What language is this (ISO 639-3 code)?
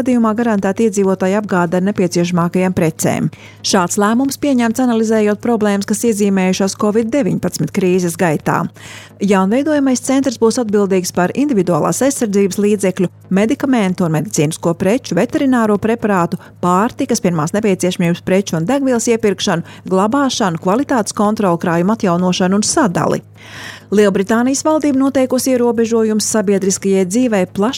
lav